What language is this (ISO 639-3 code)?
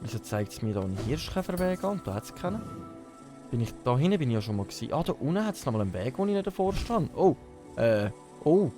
gsw